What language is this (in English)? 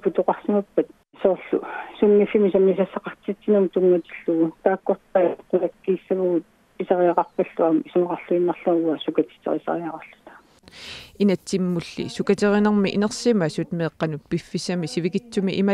Kalaallisut